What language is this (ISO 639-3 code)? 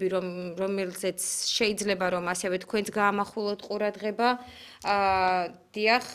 kat